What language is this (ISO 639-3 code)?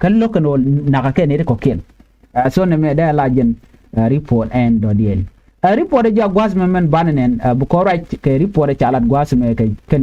nus